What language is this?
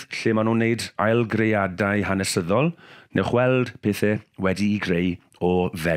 Welsh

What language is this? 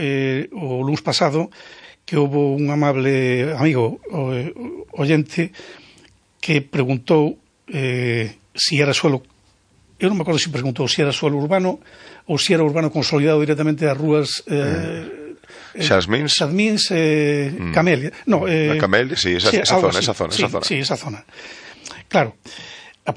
Galician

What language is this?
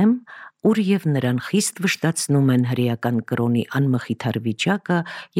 Armenian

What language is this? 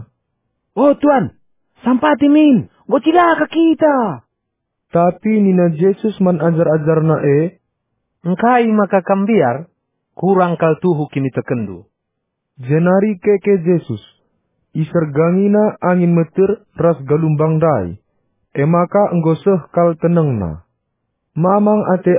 Batak Karo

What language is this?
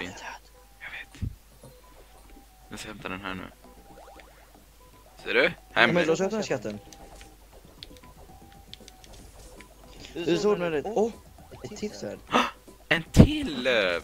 Swedish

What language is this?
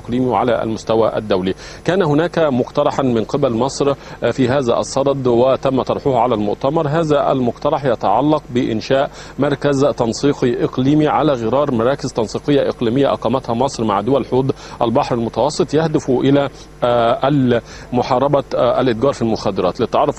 Arabic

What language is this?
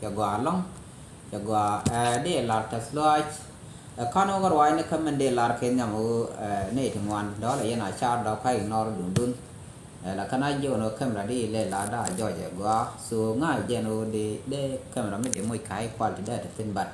Nuer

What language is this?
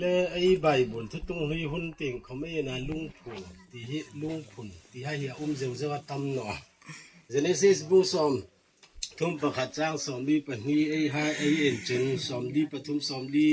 Hmar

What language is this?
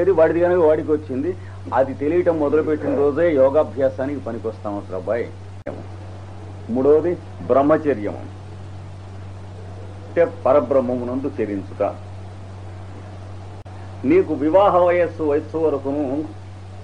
Telugu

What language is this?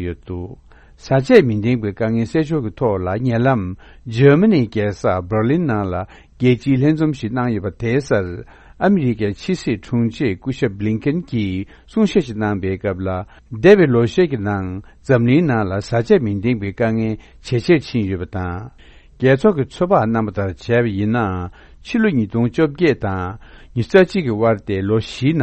Tibetan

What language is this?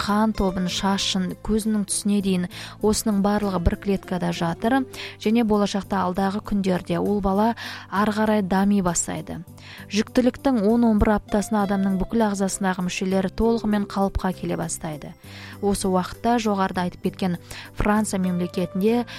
Kazakh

